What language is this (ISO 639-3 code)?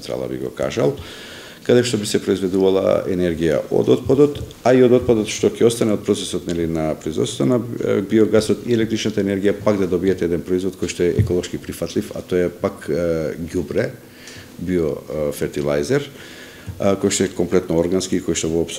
mkd